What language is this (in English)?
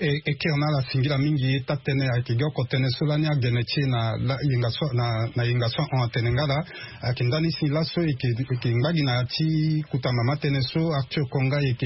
Sango